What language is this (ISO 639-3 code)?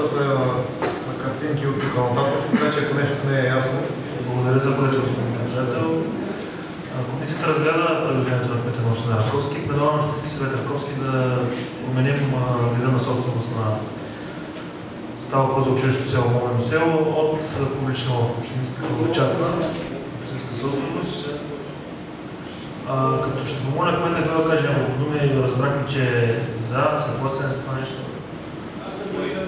bul